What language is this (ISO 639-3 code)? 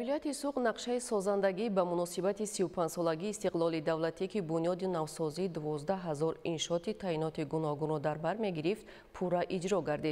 tgk